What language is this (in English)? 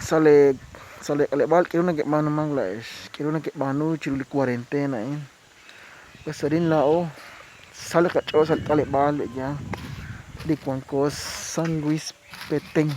Kekchí